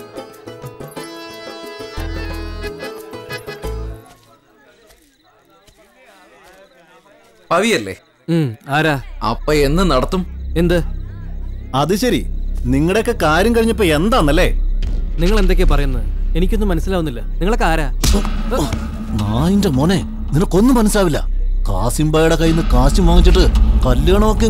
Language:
Malayalam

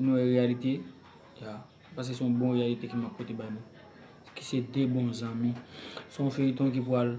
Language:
Haitian Creole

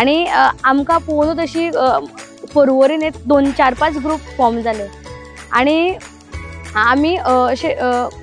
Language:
Konkani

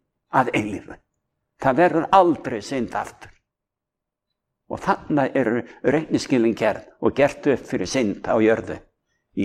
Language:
Icelandic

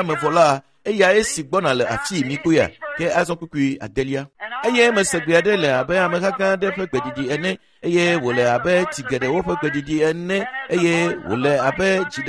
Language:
Ewe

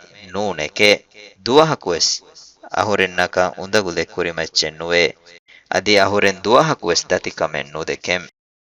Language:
Divehi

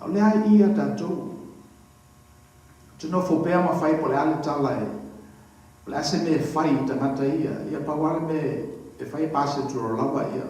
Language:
Samoan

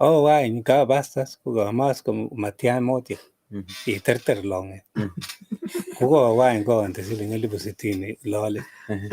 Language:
Kalenjin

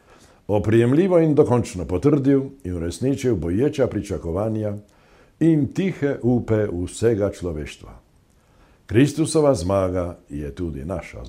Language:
Slovenian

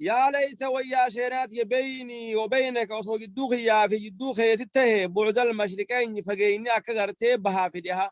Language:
Oromo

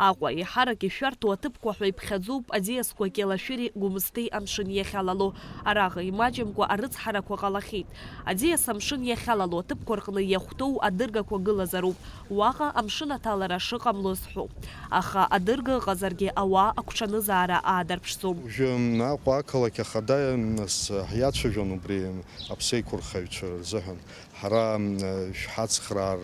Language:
Abkhazian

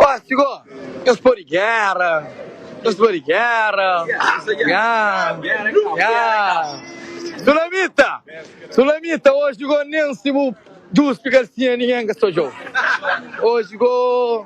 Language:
Kabuverdianu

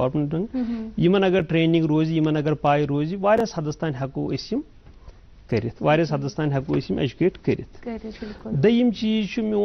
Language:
Kashmiri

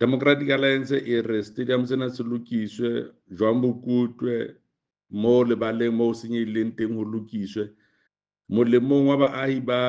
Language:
Southern Sotho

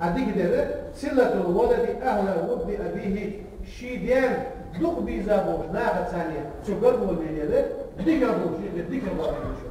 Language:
Ingush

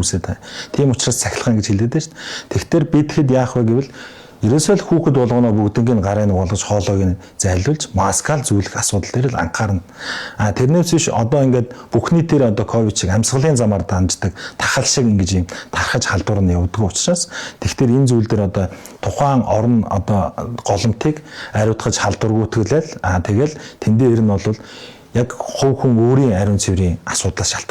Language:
Mongolian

